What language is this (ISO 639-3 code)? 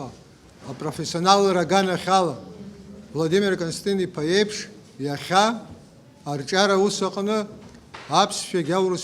abk